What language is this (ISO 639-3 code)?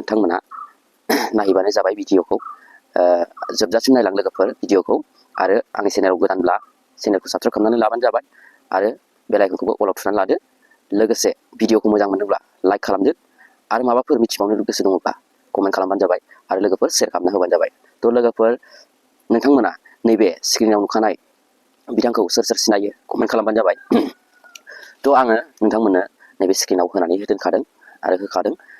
brx